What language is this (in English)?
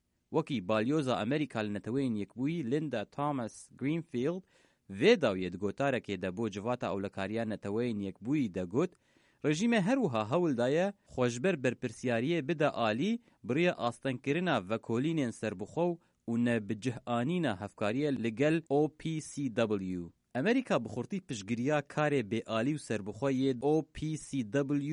Kurdish